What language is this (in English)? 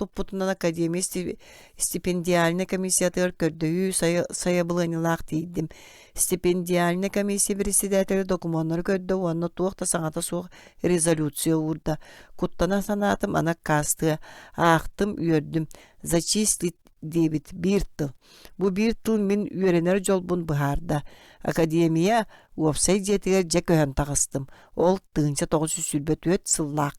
Yakut